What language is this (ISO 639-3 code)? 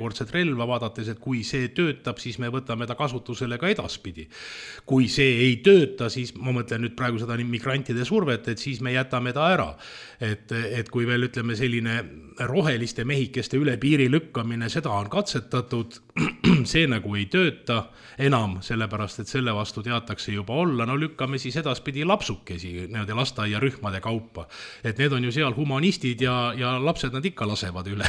est